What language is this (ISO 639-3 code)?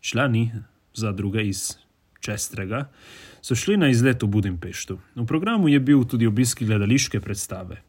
slv